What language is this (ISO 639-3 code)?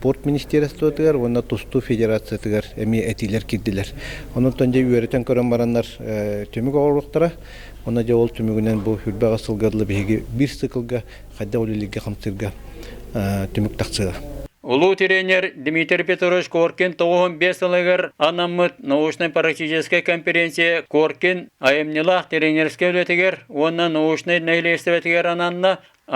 sah